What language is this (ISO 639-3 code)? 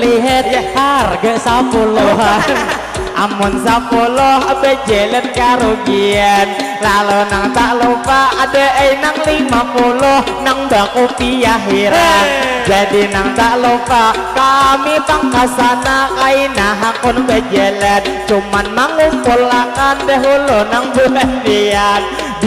bjn